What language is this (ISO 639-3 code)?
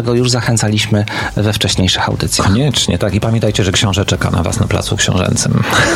pol